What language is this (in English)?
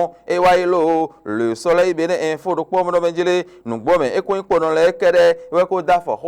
Fon